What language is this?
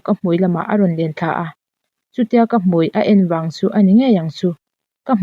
Mizo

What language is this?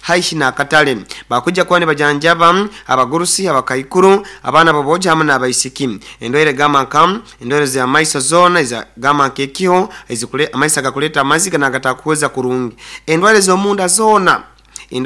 Nyoro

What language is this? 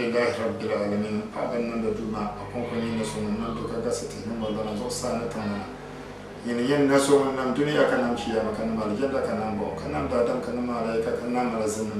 Dagbani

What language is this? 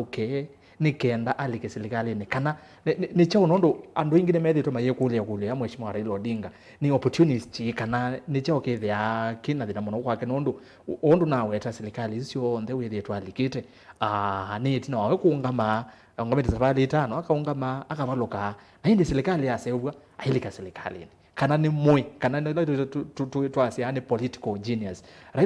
Kamba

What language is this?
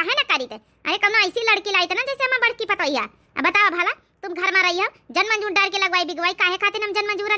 Awadhi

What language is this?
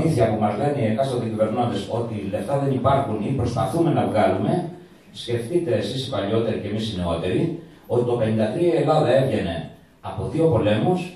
Greek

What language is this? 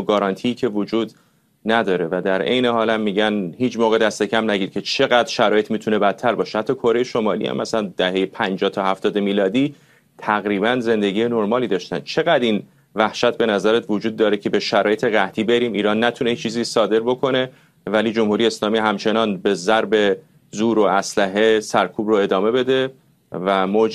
Persian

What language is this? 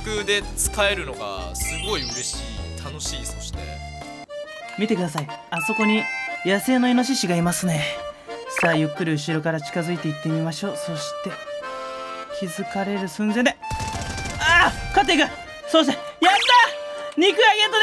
Japanese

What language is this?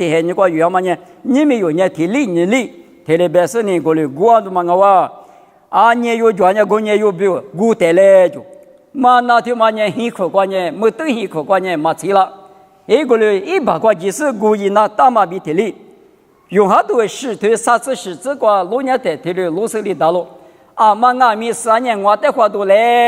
Lisu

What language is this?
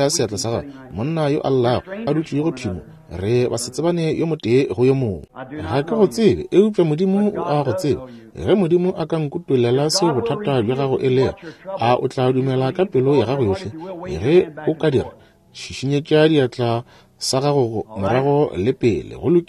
Northern Sotho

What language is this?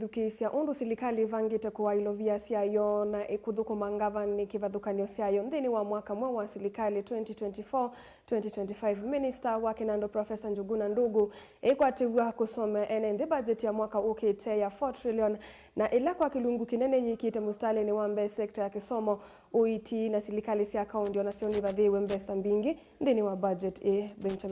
Kamba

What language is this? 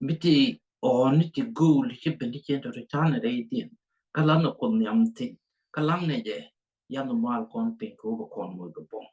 Nuer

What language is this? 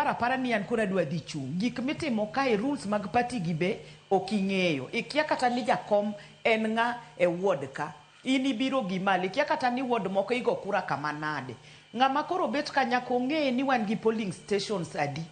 Luo (Kenya and Tanzania)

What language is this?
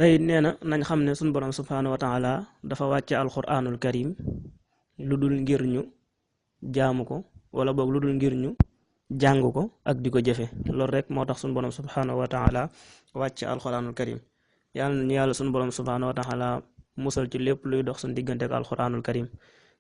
Wolof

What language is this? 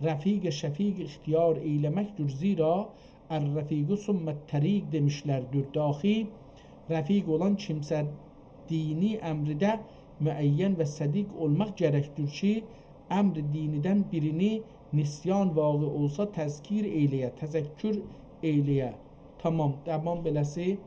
South Azerbaijani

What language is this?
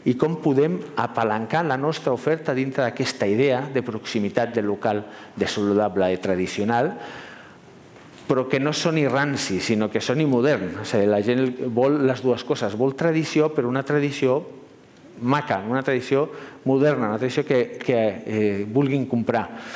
Catalan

